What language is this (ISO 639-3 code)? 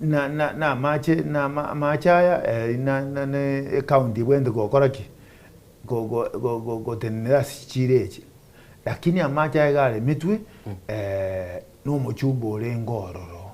guz